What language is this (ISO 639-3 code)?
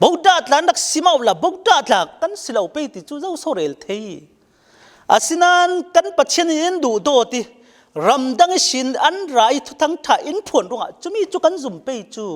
cfm